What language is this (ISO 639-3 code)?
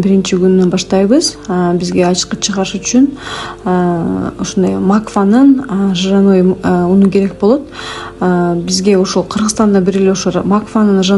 kir